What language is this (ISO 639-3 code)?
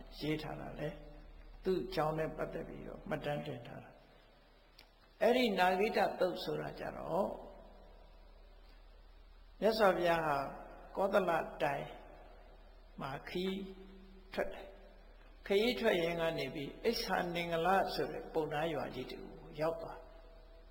mya